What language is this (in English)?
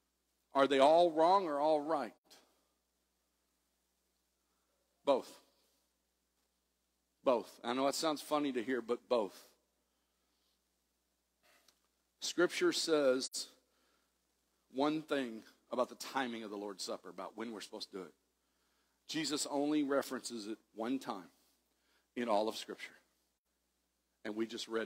English